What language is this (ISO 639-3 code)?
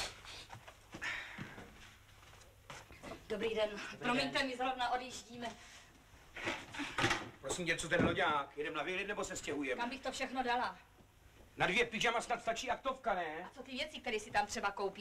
ces